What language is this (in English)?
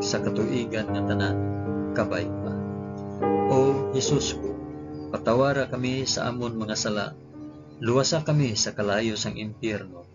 Hiligaynon